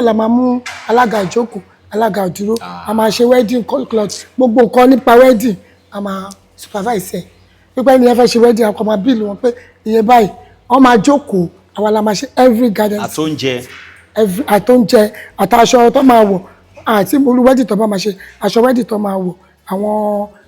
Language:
Yoruba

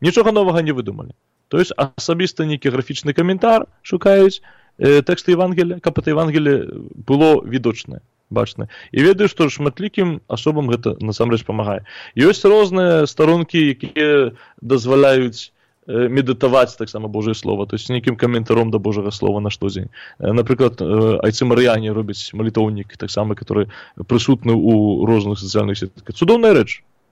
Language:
Belarusian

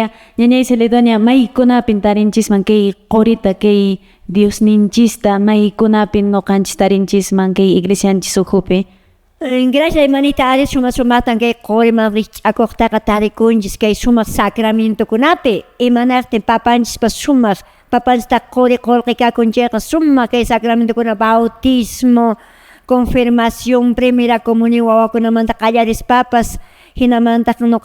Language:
Quechua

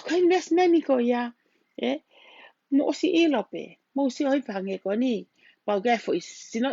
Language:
Tongan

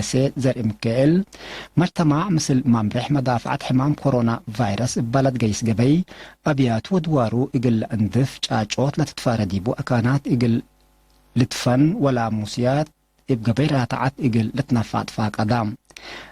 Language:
Tigre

